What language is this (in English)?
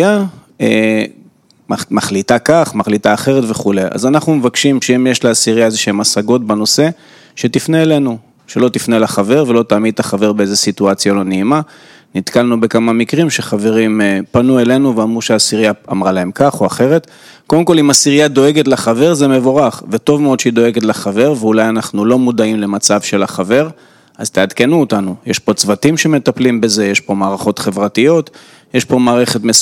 Hebrew